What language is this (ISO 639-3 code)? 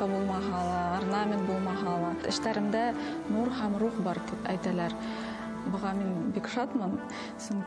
bak